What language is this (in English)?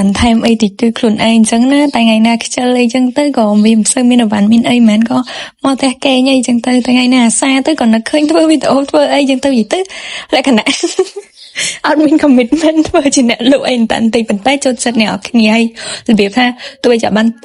Khmer